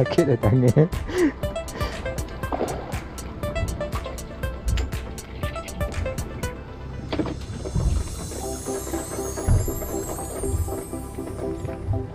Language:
Malay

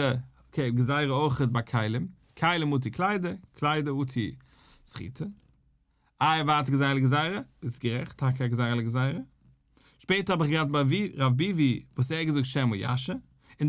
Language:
Yiddish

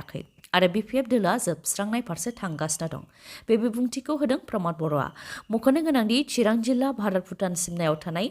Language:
Bodo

